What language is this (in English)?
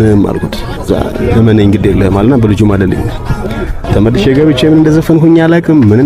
Amharic